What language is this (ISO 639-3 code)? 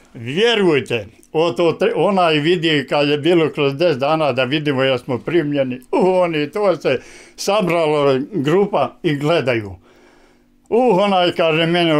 bos